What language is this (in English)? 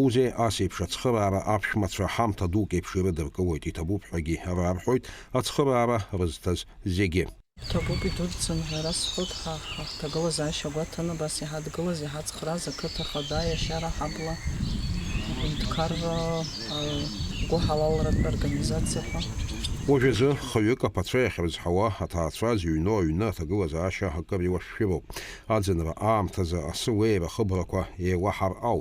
Abkhazian